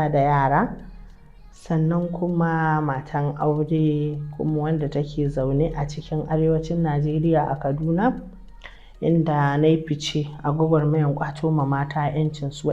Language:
Hausa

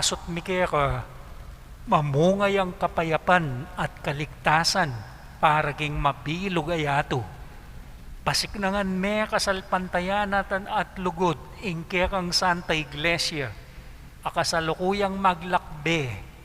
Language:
Pampanga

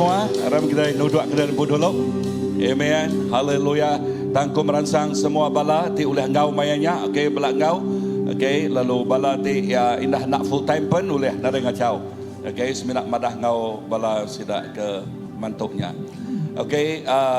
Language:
Iban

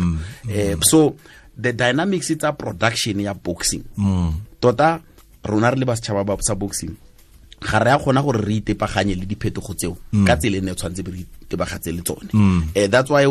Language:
Tswana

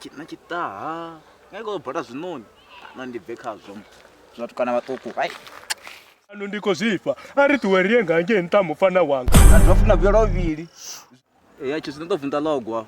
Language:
Venda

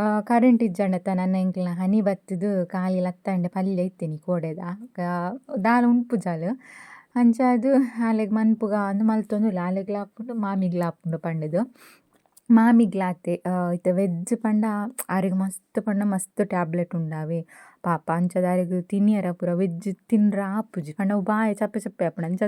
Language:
Tulu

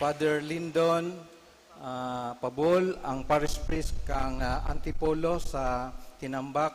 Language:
Bikol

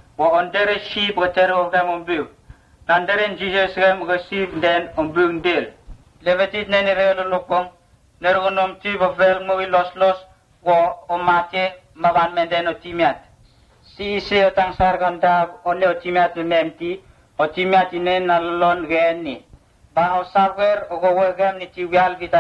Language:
Vurës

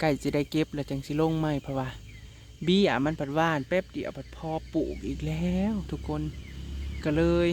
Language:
Northeastern Thai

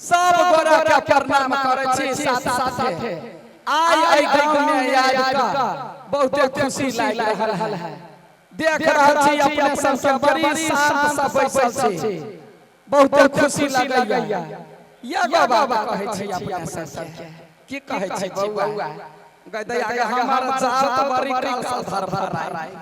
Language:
Maithili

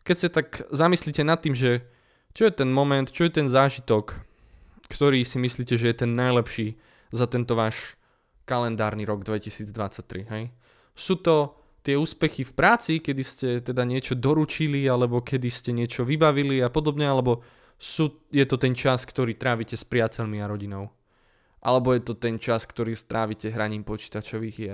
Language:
Slovak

